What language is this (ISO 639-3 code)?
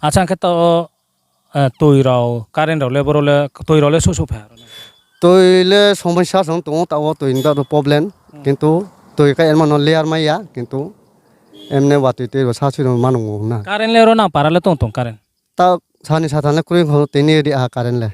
ria